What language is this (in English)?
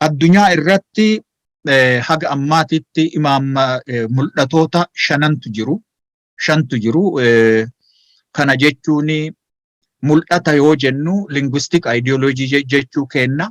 Oromo